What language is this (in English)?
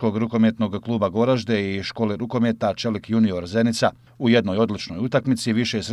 Bosnian